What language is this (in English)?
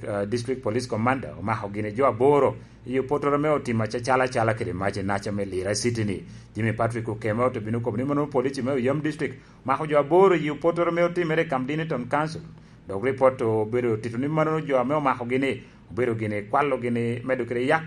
Lango (Uganda)